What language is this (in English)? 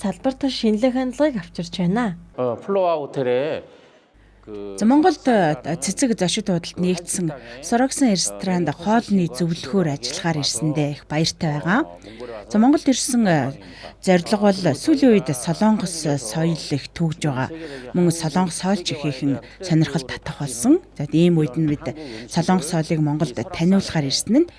Mongolian